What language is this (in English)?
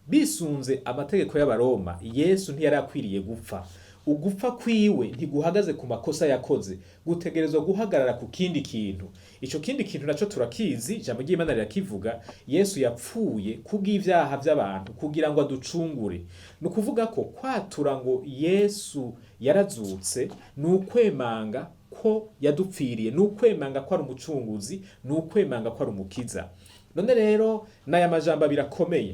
Rundi